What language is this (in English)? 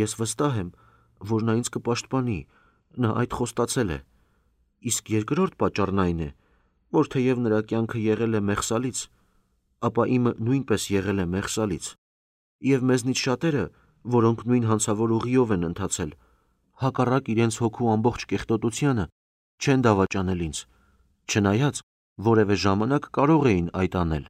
Armenian